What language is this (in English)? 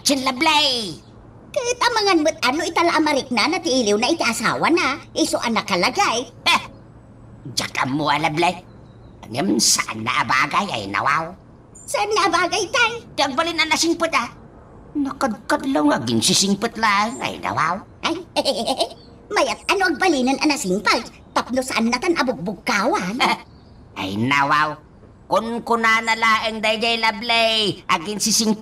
Iloko